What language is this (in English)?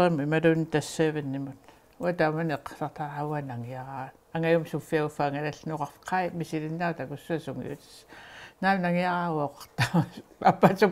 Kalaallisut